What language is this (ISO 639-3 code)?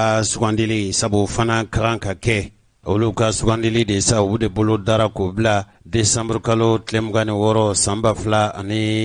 bam